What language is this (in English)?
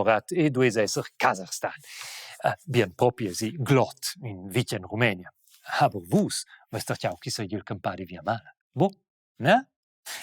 Romansh